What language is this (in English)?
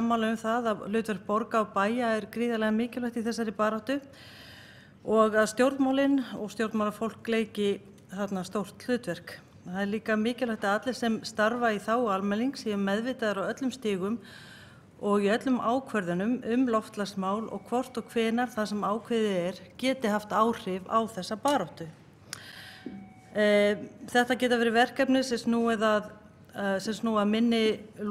Icelandic